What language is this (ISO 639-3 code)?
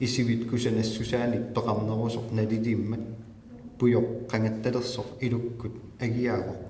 kal